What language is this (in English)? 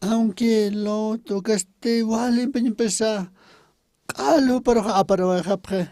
Aymara